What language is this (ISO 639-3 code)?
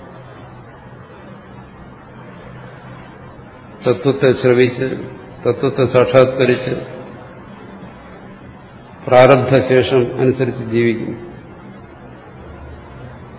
mal